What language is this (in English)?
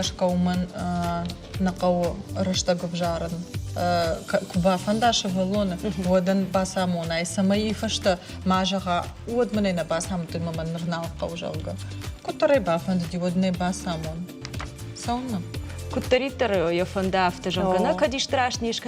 Ossetic